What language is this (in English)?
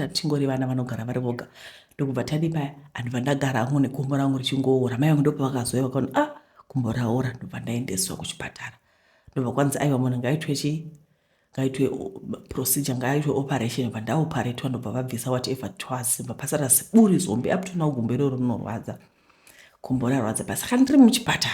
Shona